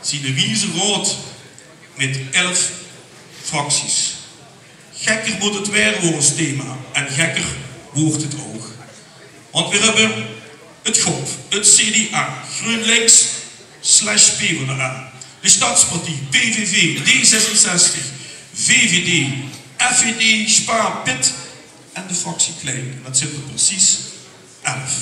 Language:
Limburgish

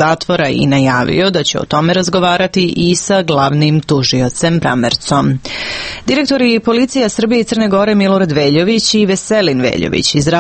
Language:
Serbian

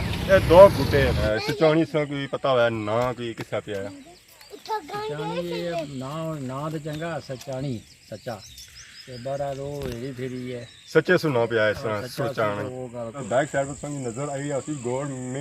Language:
Pahari-Potwari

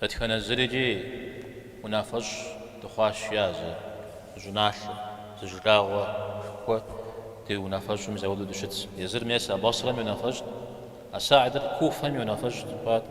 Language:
Kabardian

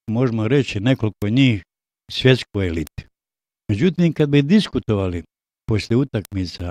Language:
Bosnian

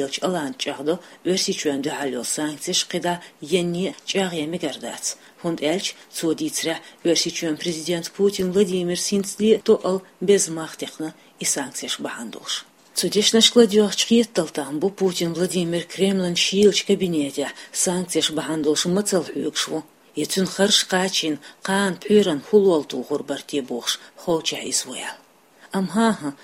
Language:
Chechen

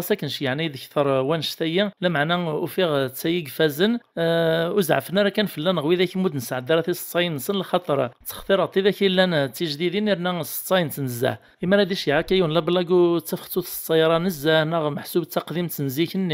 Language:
Kabyle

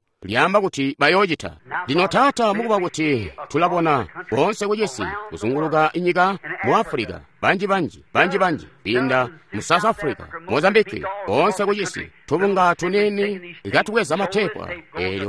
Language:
Tonga (Zambia)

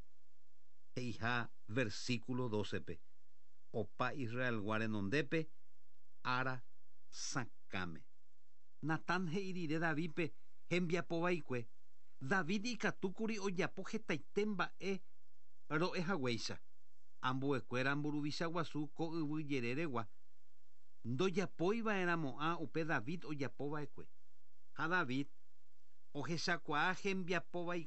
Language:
Guarani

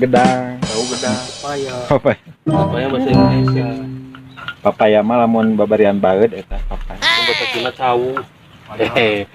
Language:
Sundanese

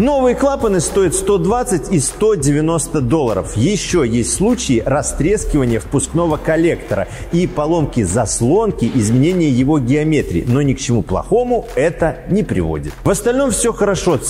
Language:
Russian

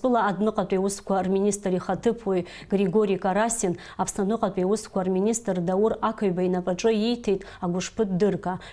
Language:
Abkhazian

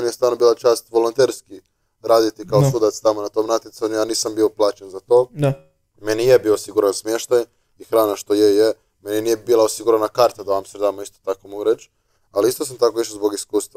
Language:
Croatian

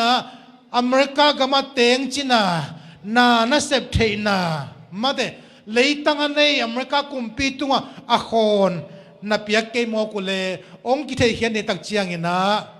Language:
Tedim Chin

